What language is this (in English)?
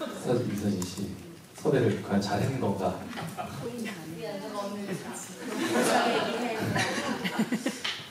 Korean